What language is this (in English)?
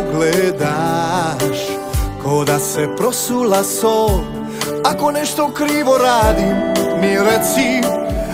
Croatian